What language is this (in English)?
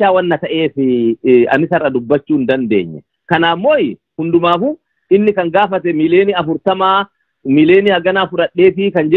Oromo